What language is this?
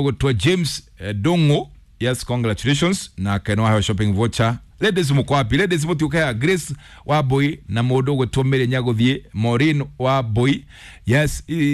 Kikuyu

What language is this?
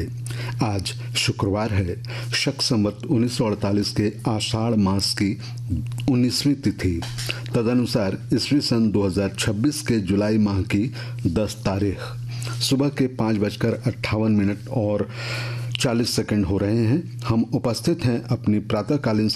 Hindi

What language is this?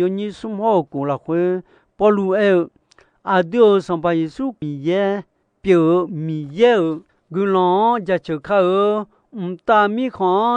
Akha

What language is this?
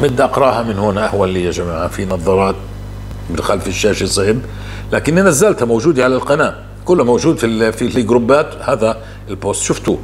North Levantine Arabic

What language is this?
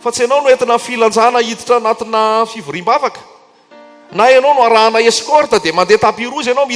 Malagasy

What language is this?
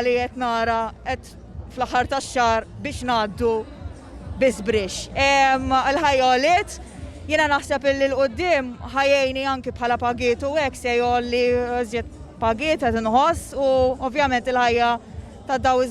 Maltese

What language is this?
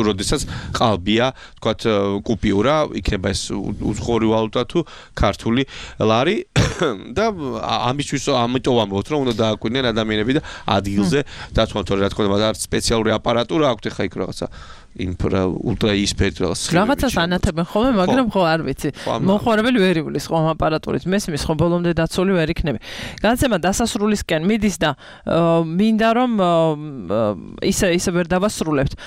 Georgian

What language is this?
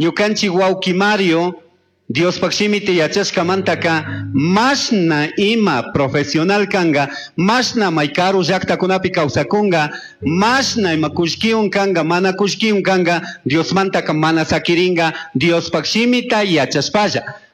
Chimborazo Highland Quichua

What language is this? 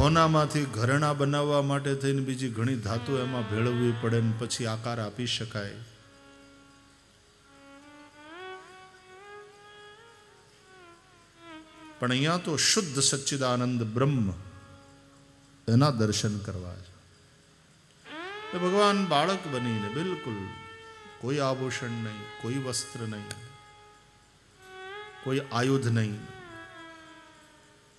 Gujarati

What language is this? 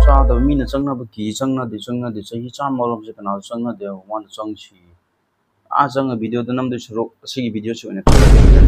Manipuri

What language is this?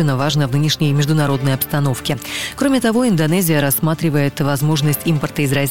Russian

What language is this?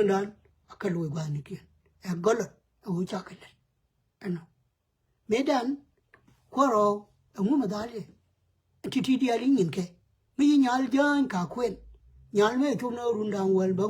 Nuer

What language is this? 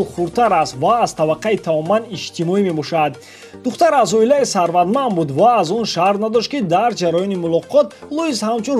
Tajik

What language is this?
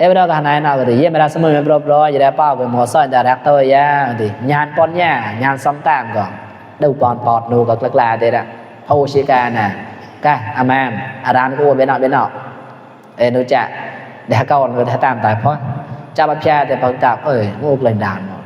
Mon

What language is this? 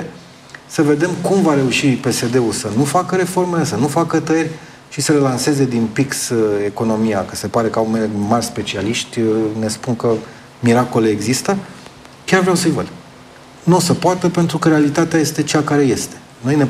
Romanian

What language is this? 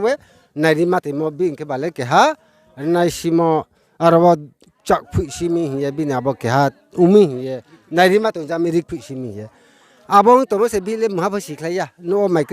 Riang (India)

